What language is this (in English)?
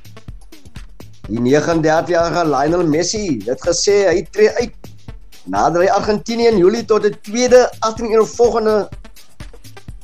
Afrikaans